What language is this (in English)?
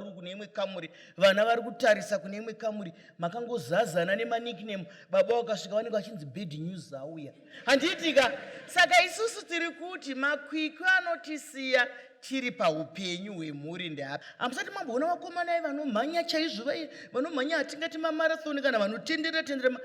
Shona